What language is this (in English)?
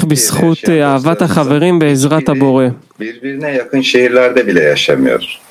Hebrew